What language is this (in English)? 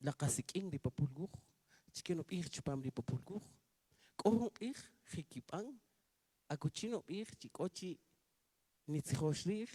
Kaqchikel